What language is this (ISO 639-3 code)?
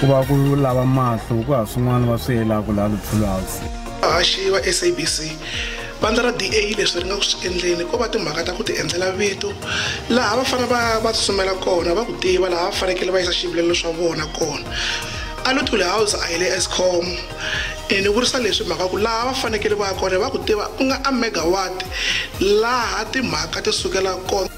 tso